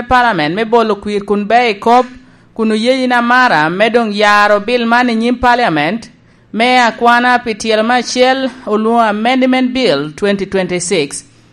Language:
Lango (Uganda)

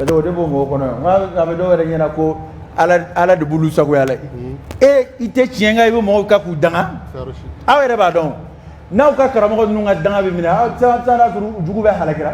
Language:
Dyula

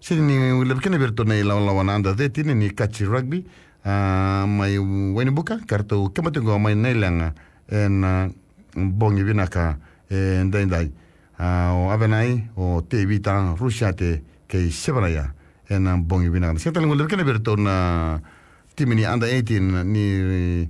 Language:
Fijian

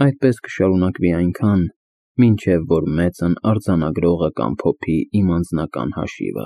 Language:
Armenian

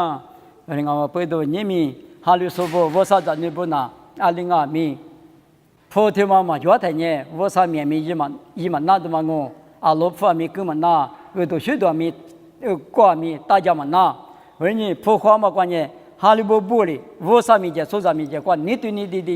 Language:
Lisu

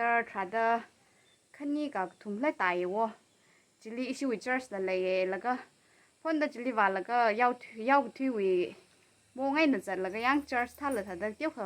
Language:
Tangkhul Naga (India)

